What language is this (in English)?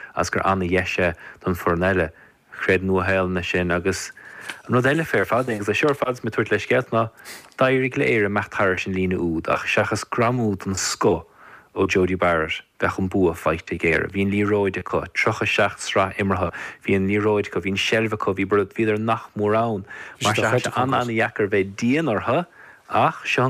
Irish